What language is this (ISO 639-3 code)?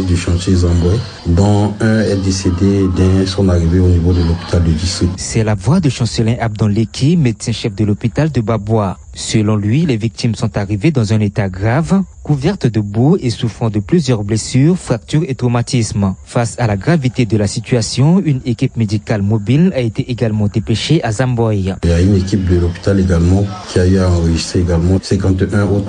fra